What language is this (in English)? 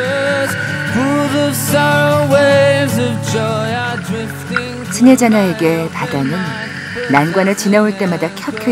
Korean